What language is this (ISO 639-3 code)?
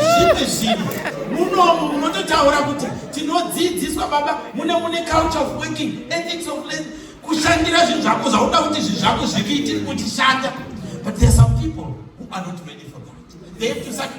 sna